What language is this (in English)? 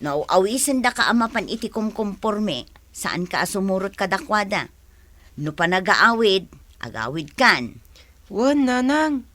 Iloko